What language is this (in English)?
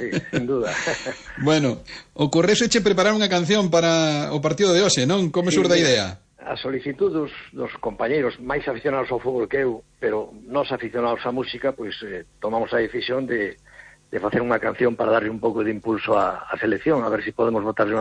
Galician